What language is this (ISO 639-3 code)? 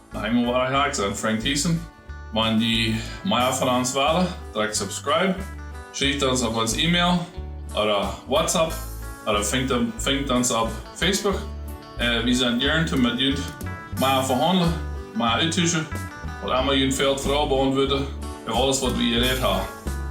pdt